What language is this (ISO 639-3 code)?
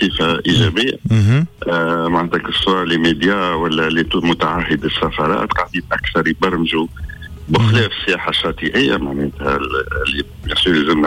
aeb